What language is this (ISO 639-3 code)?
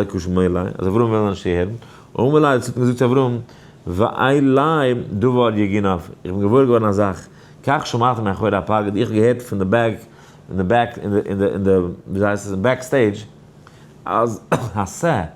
yid